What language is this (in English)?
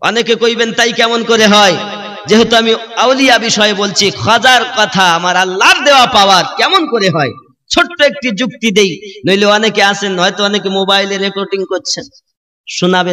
Bangla